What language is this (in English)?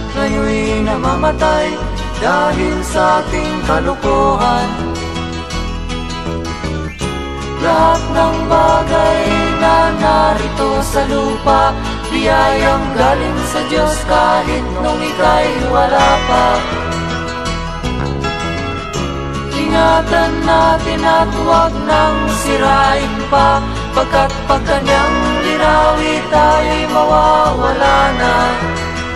Filipino